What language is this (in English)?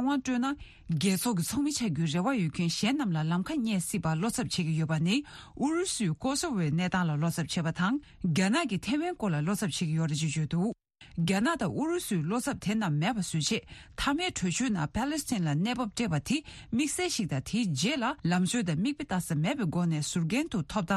Tibetan